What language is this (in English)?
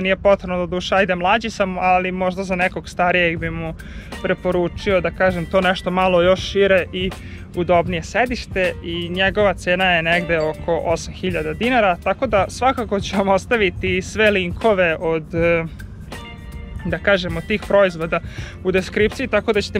Serbian